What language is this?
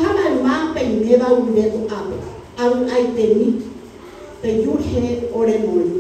Guarani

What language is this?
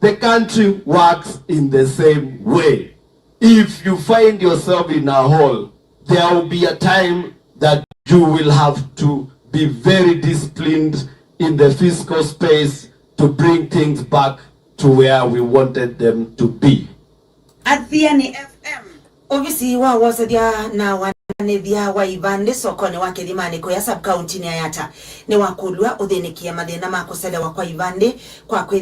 Kamba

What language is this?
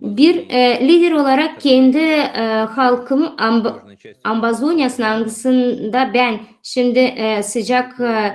Gagauz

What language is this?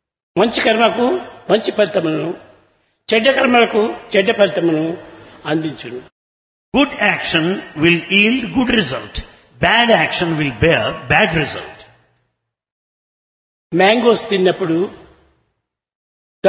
Telugu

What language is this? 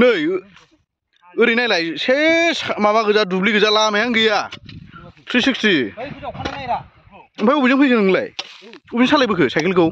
Bodo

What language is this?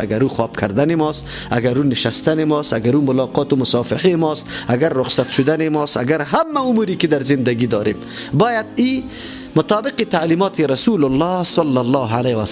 Persian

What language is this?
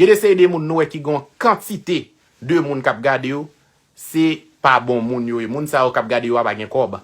Haitian Creole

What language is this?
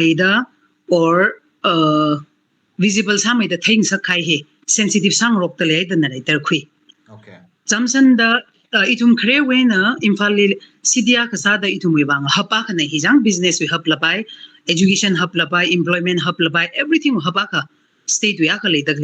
Tangkhul Naga (India)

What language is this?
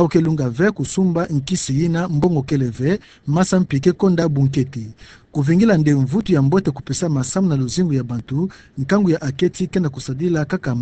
Kituba (Democratic Republic of Congo)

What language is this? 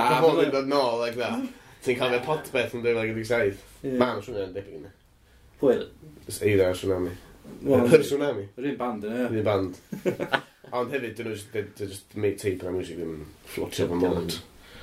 Welsh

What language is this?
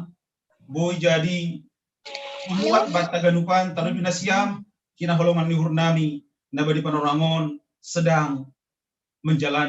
Batak Simalungun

